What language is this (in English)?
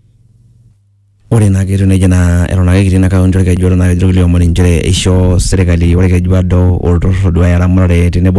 Masai